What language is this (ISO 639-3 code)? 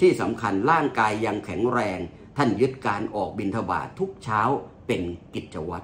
tha